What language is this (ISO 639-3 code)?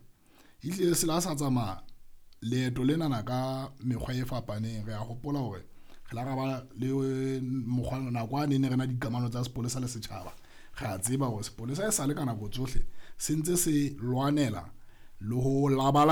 sot